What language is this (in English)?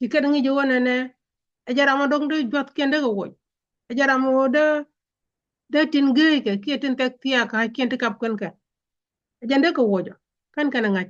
Nuer